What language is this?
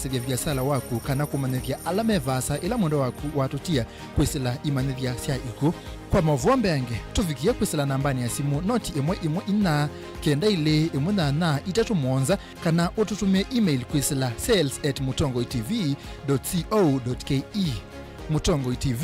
Kamba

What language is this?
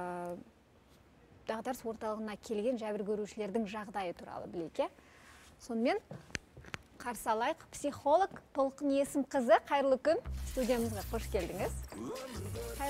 Kazakh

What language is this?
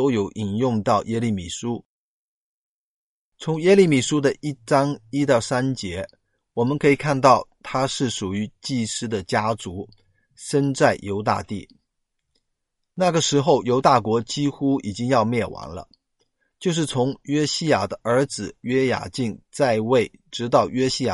Chinese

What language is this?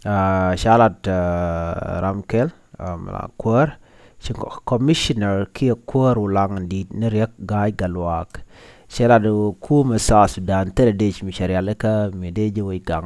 Nuer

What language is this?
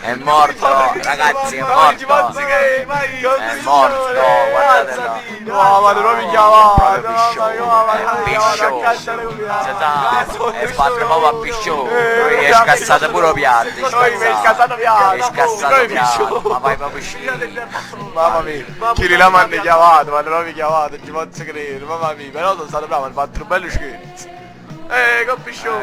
Neapolitan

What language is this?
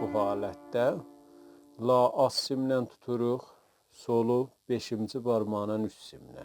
South Azerbaijani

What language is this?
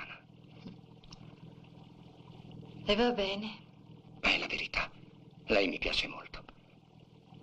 Italian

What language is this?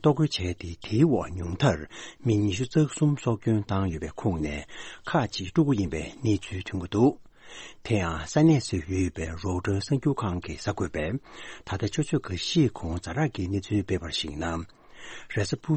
Tibetan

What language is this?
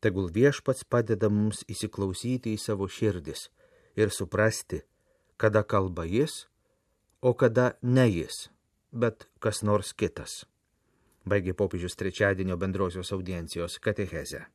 Lithuanian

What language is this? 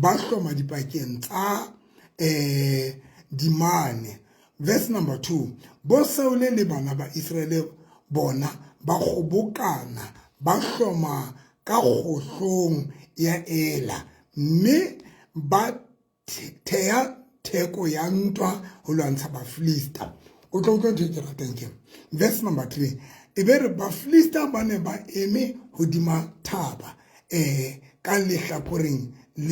Southern Sotho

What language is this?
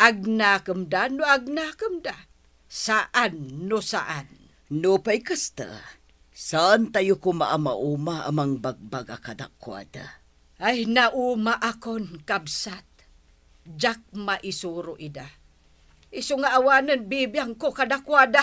Iloko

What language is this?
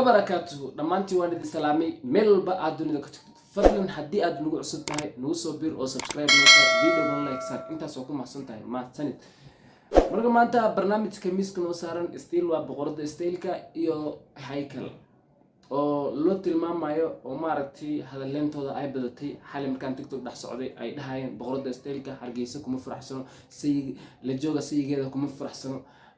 Somali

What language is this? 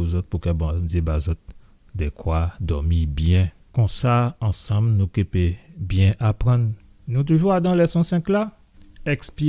Guadeloupean Creole French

